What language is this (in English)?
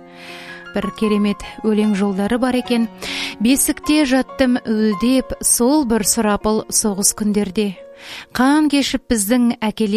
Kazakh